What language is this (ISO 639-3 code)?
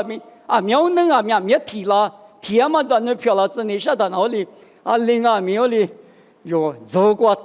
lis